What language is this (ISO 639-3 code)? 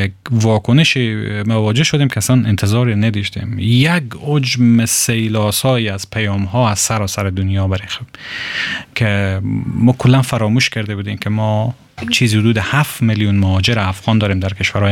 fas